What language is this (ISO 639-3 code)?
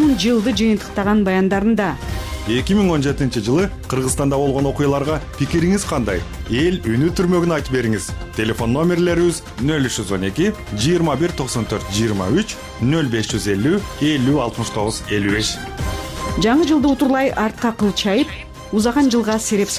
kir